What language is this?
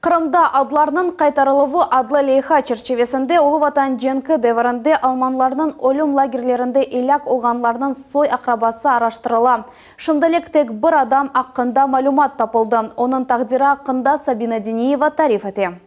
Crimean Tatar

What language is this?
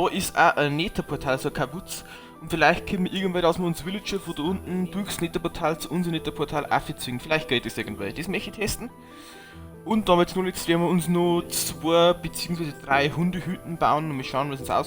Bavarian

